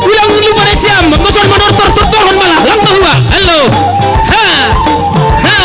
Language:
Batak Simalungun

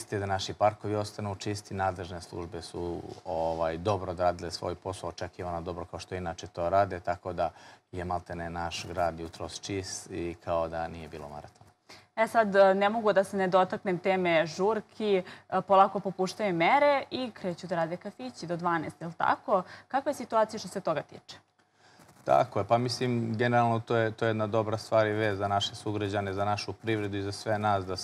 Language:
Serbian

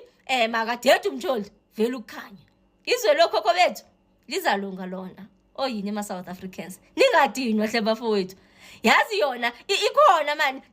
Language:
Zulu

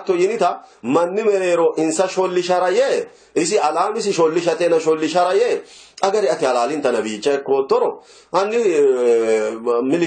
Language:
Sidamo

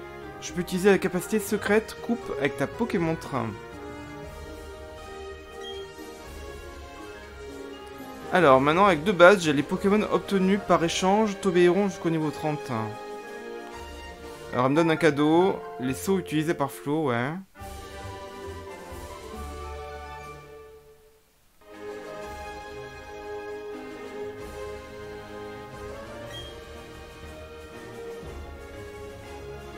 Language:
French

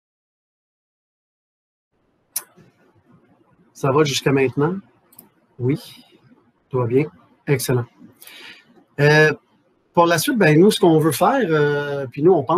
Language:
French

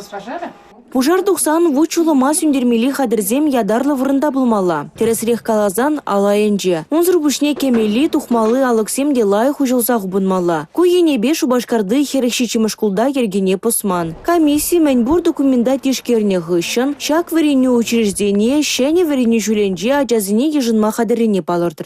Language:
Chuvash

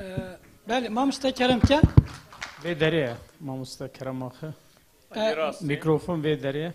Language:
Kurdish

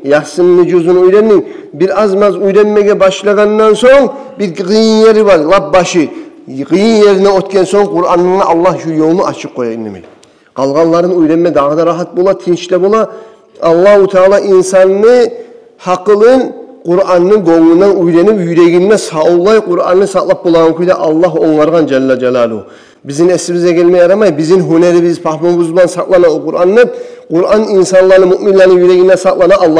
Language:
Kumyk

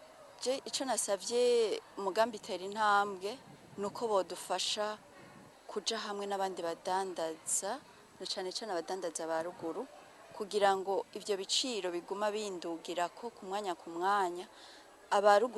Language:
Rundi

